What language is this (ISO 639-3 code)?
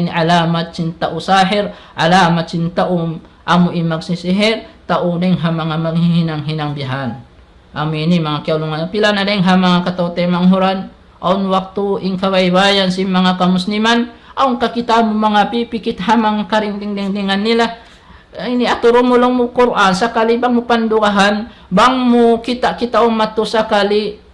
tsg